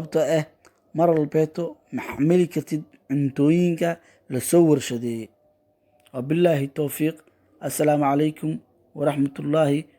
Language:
Somali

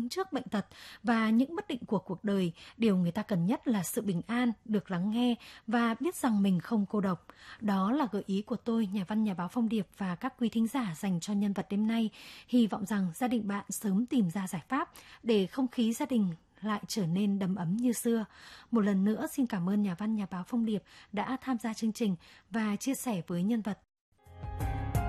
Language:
Vietnamese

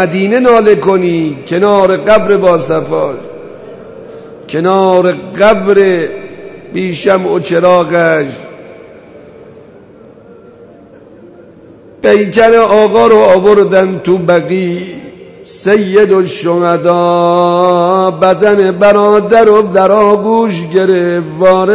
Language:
Persian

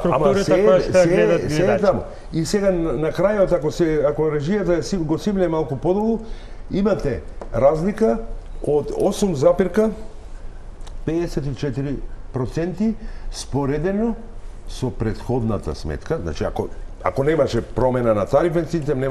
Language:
Macedonian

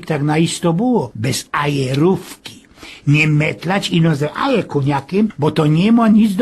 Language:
Silesian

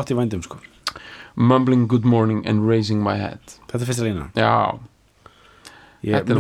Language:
Icelandic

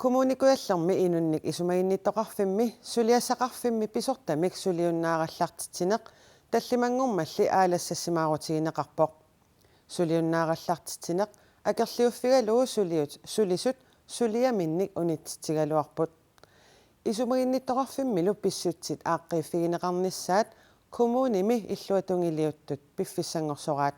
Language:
Kalaallisut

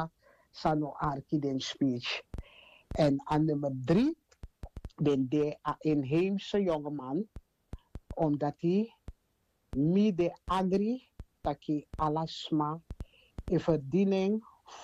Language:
Sranan Tongo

